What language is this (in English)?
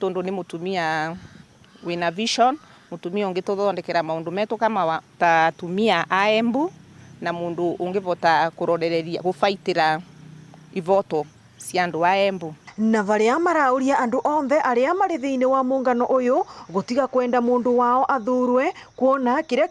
Meru